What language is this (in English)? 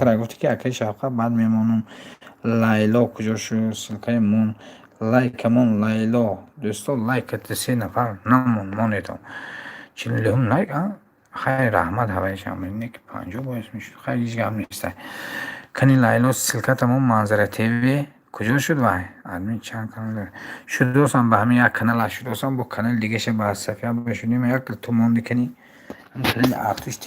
Tajik